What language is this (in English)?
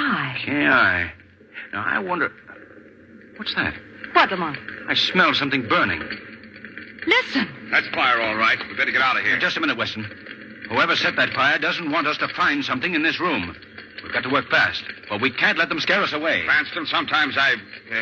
English